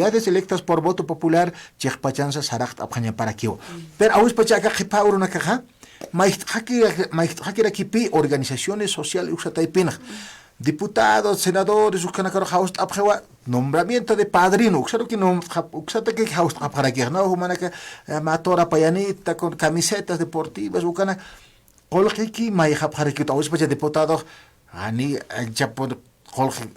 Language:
Aymara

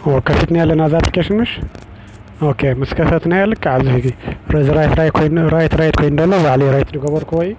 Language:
Tigrinya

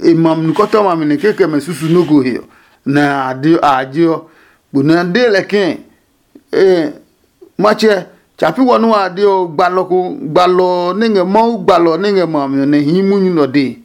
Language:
Adangme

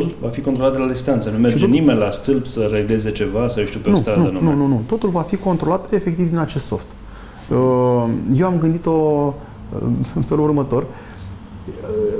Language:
Romanian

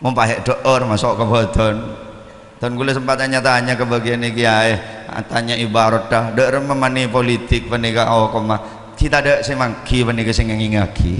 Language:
Madurese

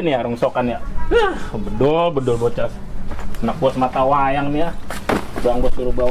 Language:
Betawi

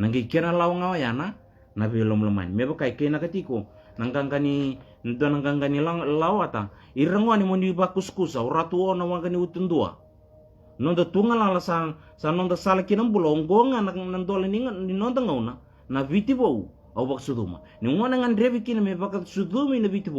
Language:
Fijian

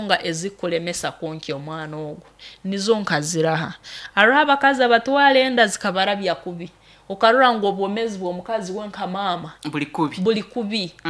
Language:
Nyoro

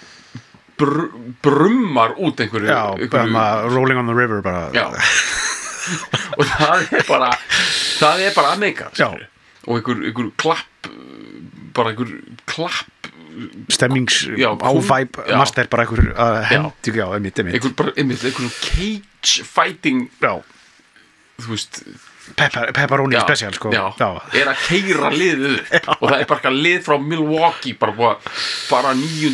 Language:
Icelandic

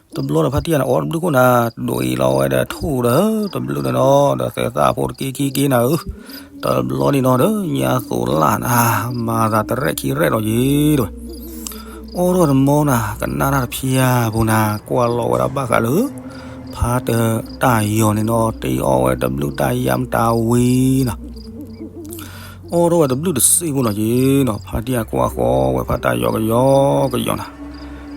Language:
S'gaw Karen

